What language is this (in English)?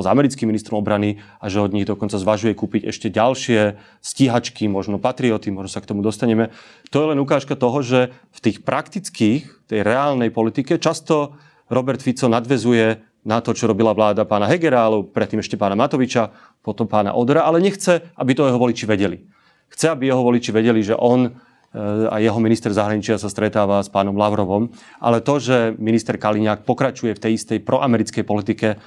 Slovak